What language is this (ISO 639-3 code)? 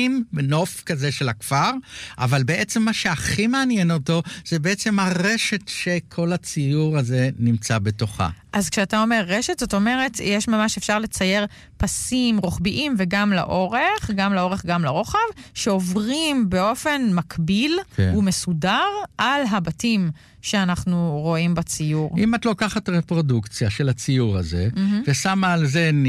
heb